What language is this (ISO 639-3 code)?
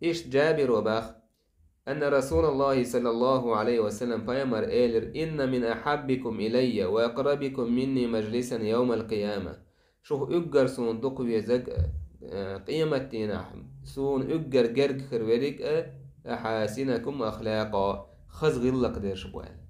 che